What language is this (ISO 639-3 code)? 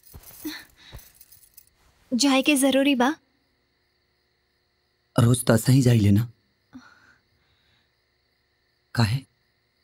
bho